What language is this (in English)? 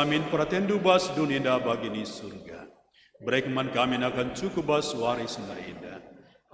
Batak Karo